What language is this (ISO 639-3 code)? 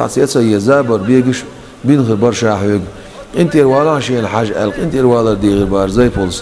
che